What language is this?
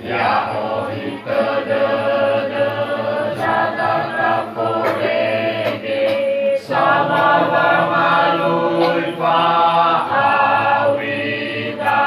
Nias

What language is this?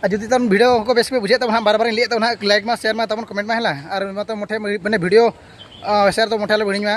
Santali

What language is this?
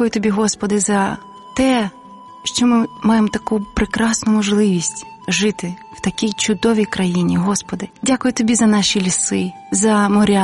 Ukrainian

